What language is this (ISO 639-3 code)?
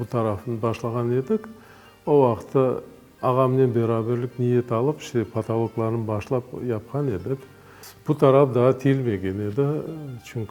crh